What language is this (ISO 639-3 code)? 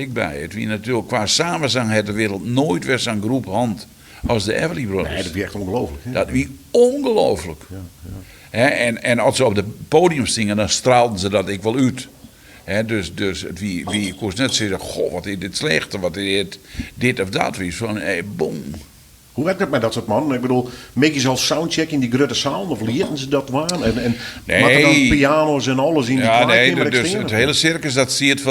fry